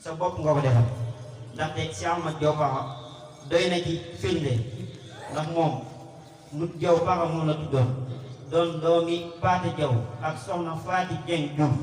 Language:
Wolof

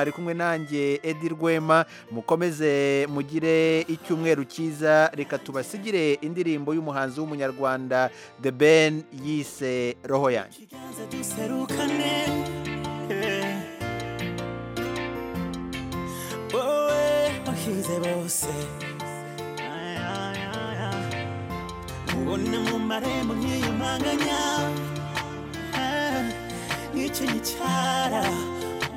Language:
Kinyarwanda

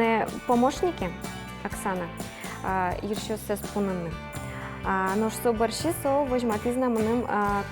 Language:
Udmurt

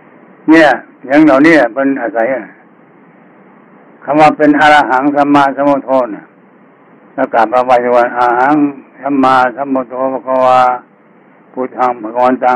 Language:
Thai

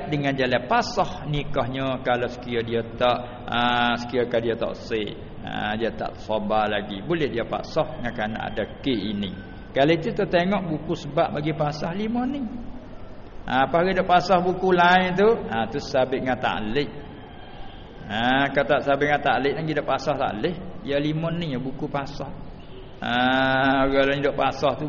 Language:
Malay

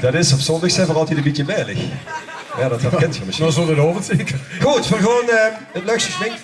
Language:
Limburgish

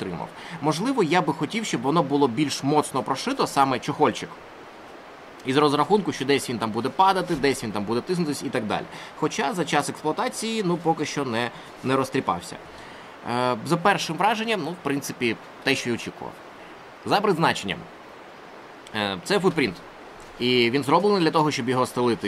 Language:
Ukrainian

